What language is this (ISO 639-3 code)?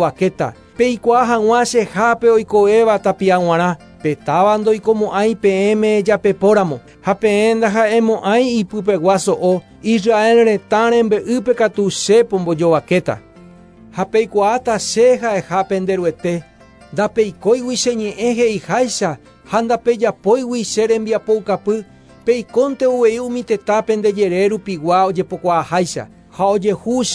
grn